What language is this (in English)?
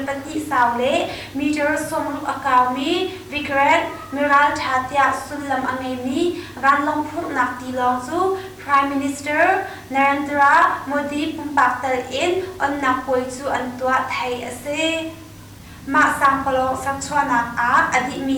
Hakha Chin